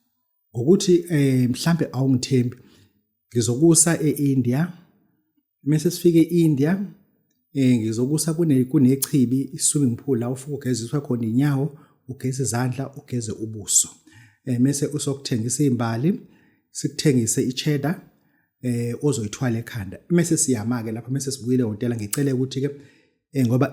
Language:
Zulu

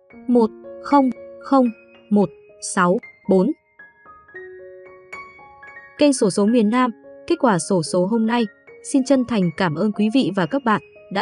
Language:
Vietnamese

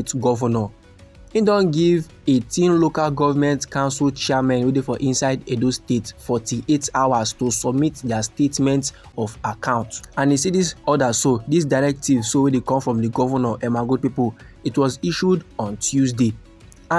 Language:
Nigerian Pidgin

